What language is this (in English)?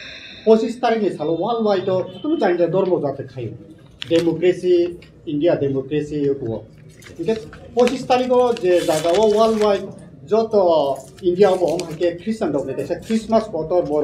Kok Borok